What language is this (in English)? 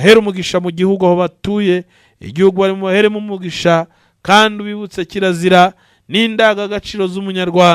Kinyarwanda